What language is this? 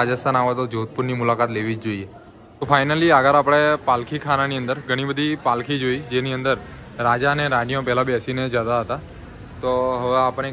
Gujarati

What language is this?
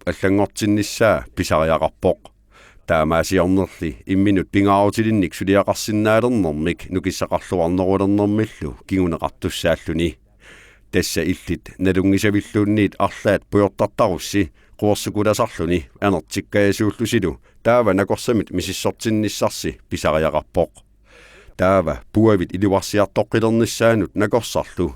Kalaallisut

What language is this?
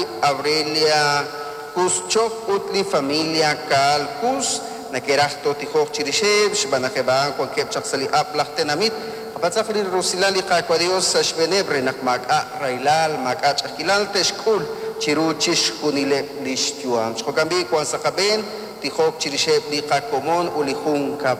Kekchí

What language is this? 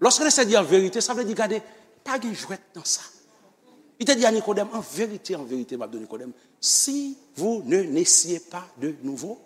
Haitian Creole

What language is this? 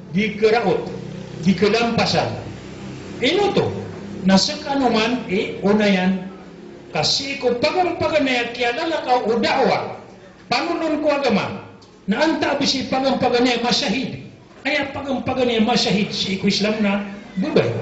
Maranao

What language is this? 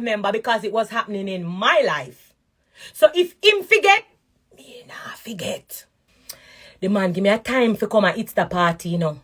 Jamaican Creole English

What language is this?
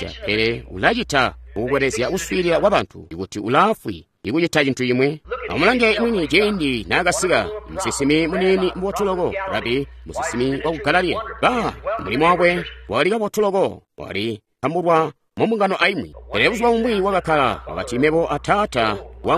Tonga (Zambia)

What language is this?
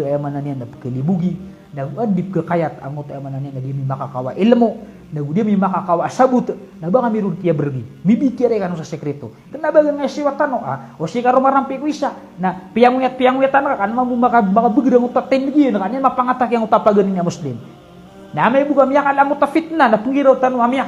Maranao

